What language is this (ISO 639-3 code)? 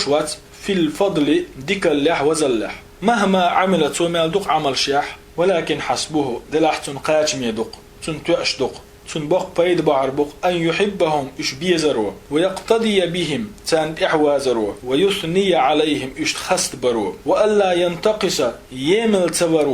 che